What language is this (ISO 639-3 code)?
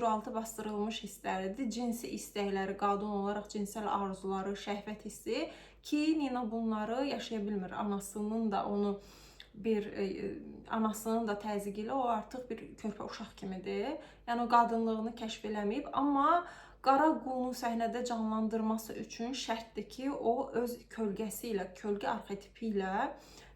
aze